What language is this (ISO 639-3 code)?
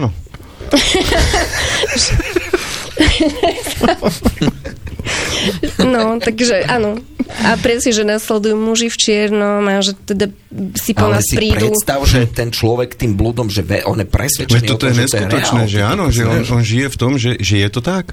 slk